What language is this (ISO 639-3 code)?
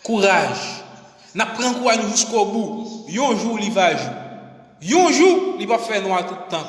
hat